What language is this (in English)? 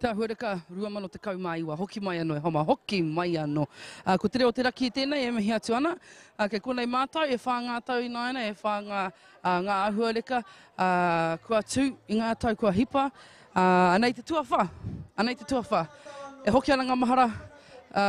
Māori